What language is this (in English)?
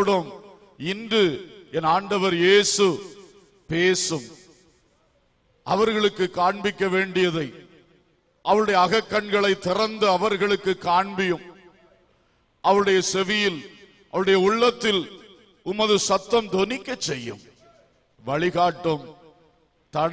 Tamil